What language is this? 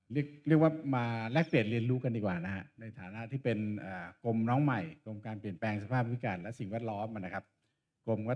Thai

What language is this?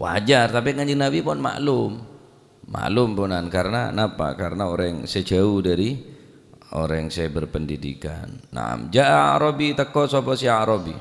Madurese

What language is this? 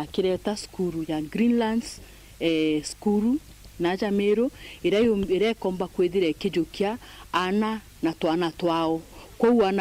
Meru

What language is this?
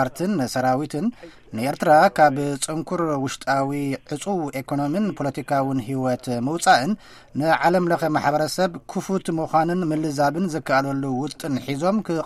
Tigrinya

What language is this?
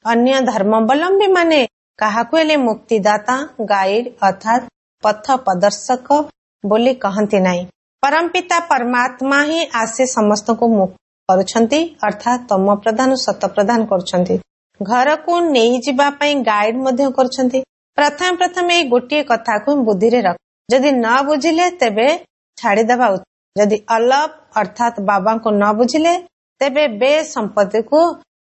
Odia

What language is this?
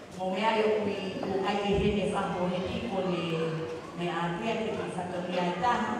Tongan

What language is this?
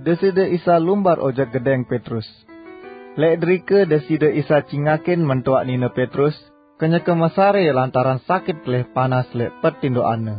Sasak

